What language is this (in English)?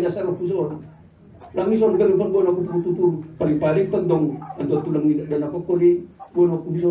Batak Simalungun